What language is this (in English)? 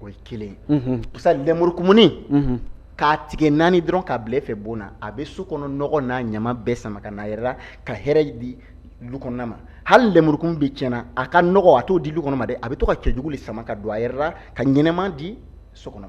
Bambara